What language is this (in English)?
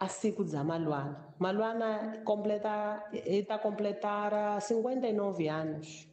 Tsonga